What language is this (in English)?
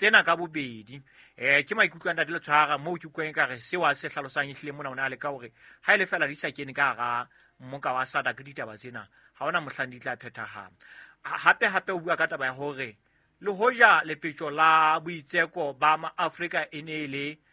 Southern Sotho